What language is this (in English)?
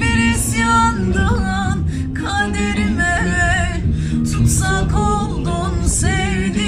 Zaza